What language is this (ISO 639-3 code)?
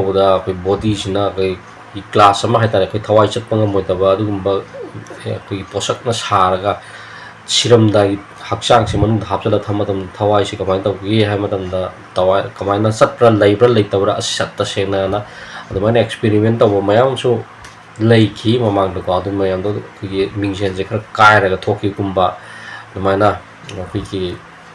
mni